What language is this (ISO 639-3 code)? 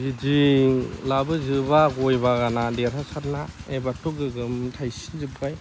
brx